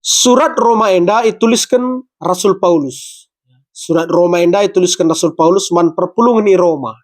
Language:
Batak Karo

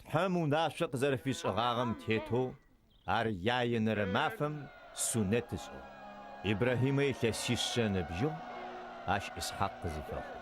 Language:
Adyghe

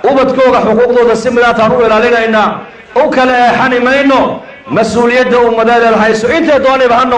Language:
Somali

